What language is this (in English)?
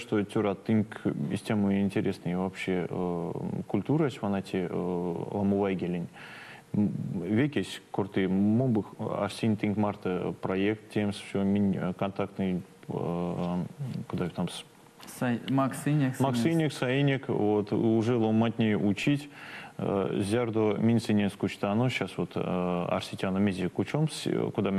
Erzya